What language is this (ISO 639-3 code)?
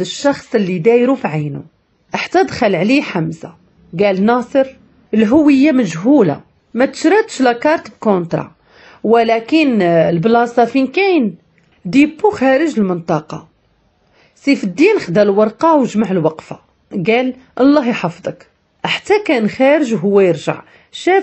ary